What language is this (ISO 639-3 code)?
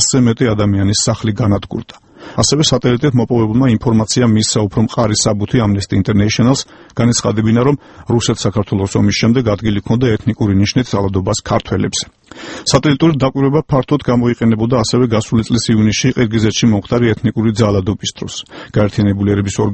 kat